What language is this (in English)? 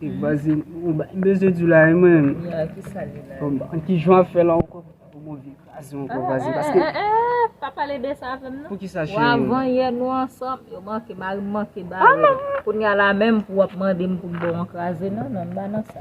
Haitian Creole